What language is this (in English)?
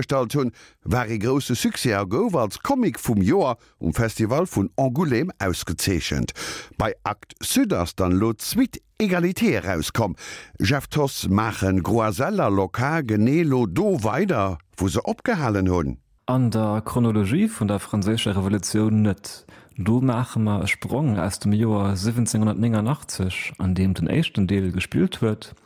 Luxembourgish